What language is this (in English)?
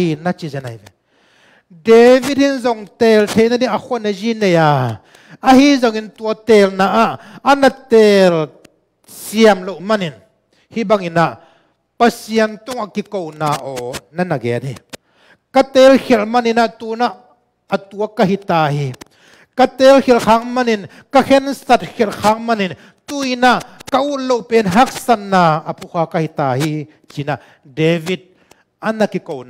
Tedim Chin